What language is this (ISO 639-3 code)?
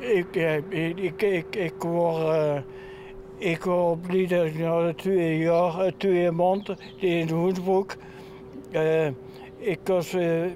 lim